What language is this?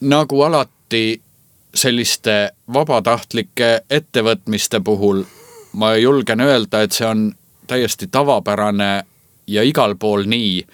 Estonian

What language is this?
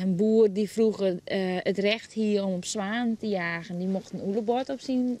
Western Frisian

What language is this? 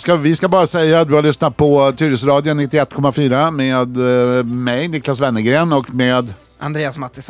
Swedish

